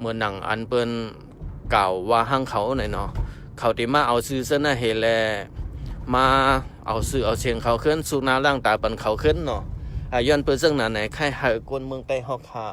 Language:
Shan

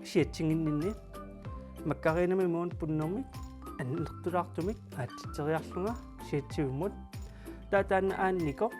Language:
Kalaallisut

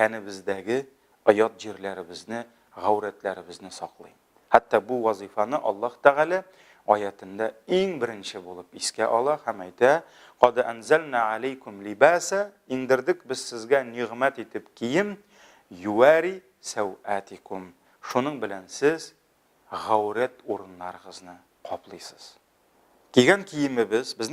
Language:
Tatar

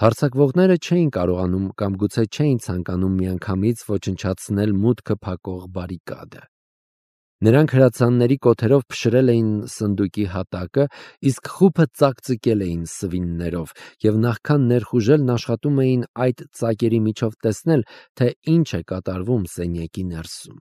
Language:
Armenian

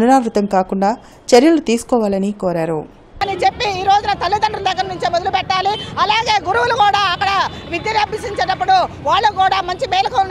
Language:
Telugu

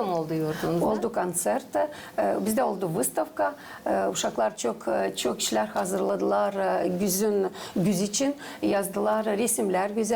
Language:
Gagauz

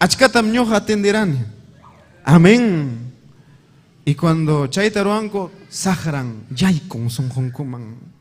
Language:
Ayacucho Quechua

